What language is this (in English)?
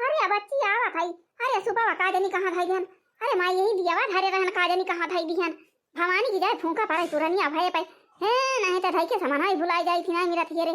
Awadhi